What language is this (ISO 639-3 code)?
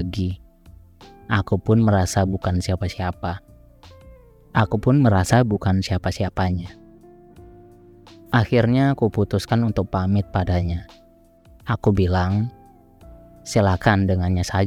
ind